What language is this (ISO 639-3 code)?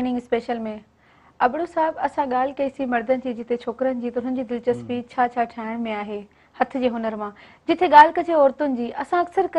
snd